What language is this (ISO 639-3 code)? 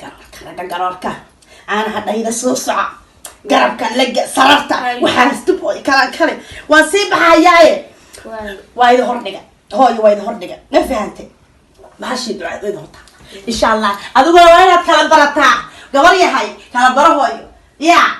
som